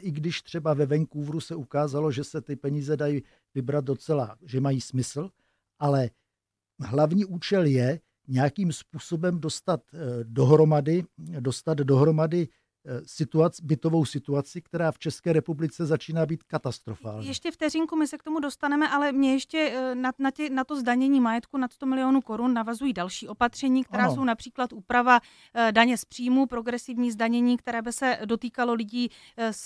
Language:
Czech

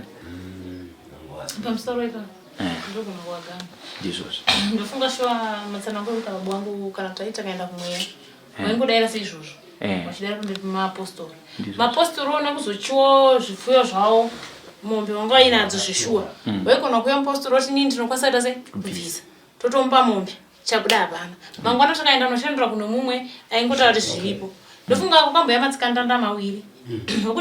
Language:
Shona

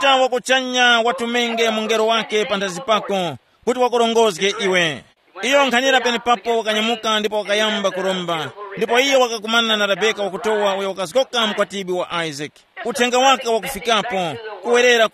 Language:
Tumbuka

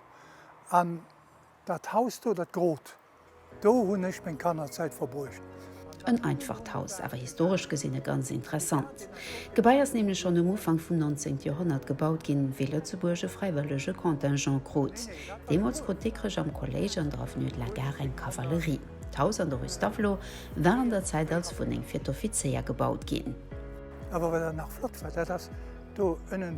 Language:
Luxembourgish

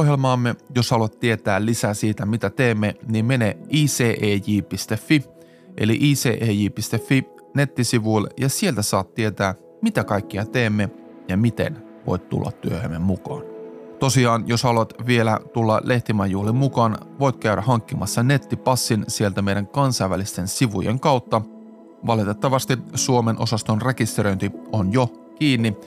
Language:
Finnish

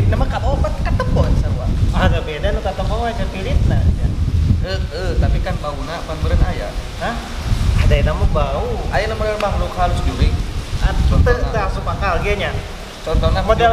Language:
Sundanese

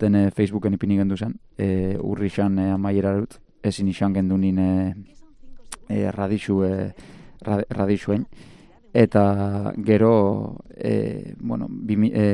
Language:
Basque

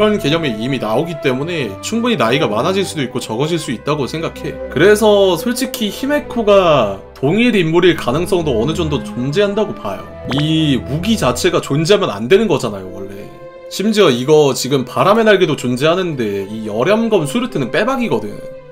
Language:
Korean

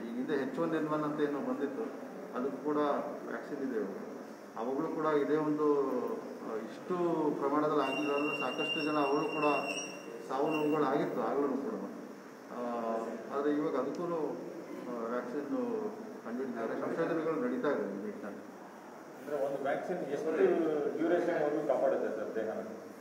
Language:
Kannada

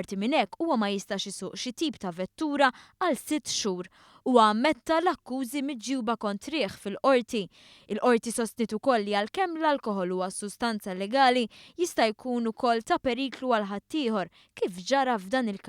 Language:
Maltese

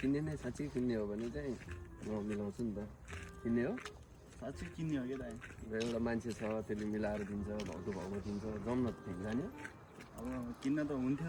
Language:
Nepali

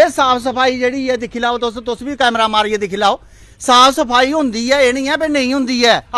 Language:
Dogri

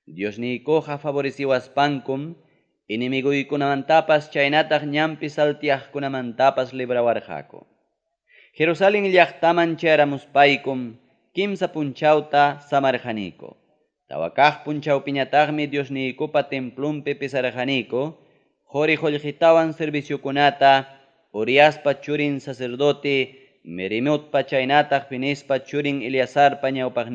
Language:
Ayacucho Quechua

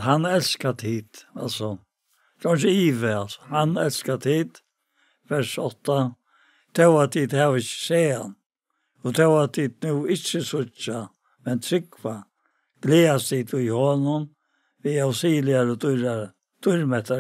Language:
Faroese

